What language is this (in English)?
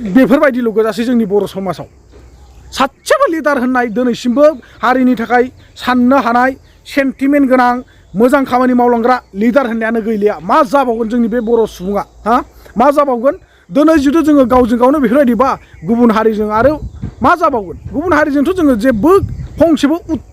Bodo